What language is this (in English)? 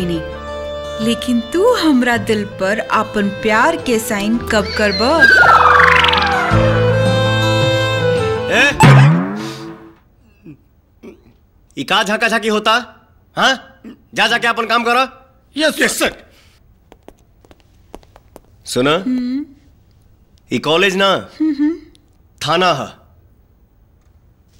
Bhojpuri